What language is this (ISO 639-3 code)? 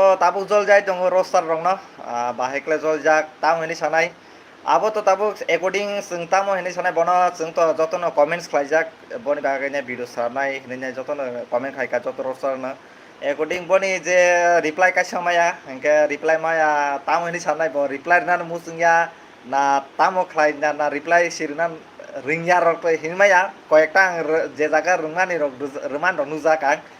trp